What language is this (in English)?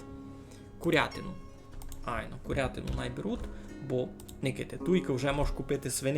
Rusyn